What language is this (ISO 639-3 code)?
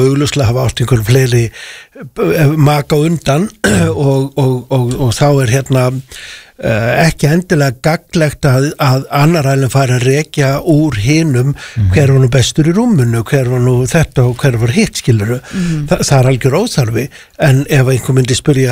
isl